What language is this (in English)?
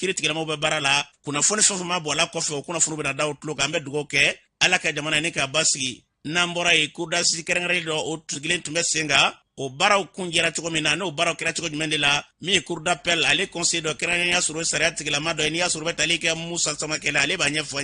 Bambara